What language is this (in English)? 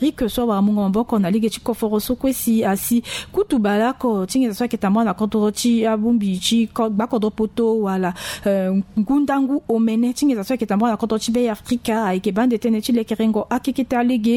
Sango